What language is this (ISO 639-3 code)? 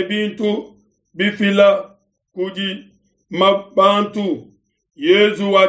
lua